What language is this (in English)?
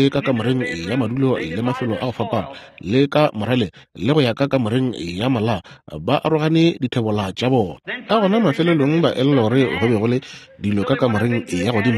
Northern Sotho